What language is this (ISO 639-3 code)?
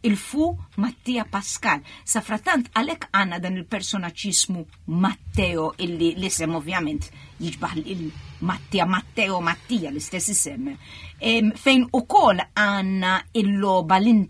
mlt